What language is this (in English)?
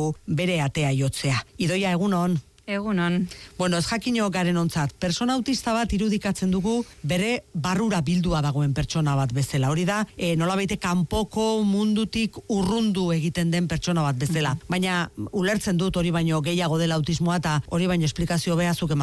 Basque